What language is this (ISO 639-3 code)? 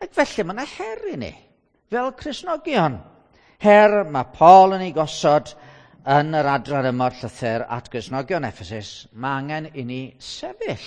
cym